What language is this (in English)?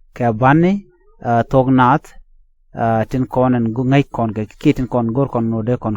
Nuer